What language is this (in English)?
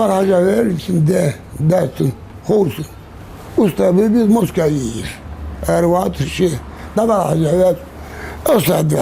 Ingush